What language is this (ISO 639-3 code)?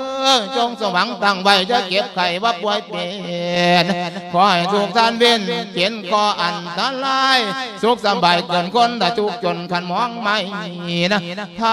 lao